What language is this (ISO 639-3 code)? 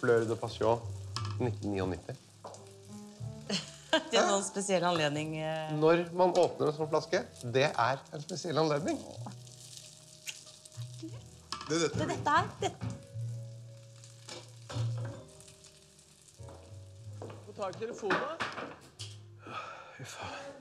nor